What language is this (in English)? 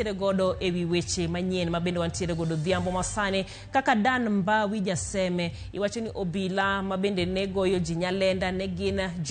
Luo (Kenya and Tanzania)